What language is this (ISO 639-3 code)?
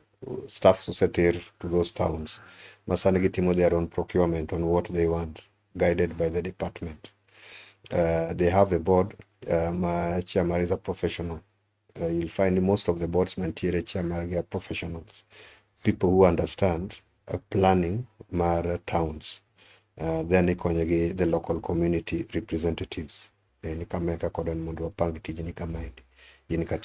luo